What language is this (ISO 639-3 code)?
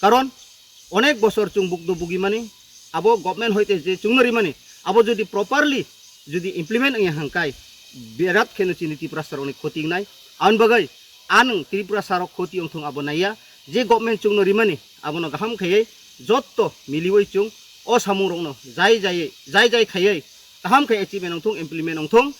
trp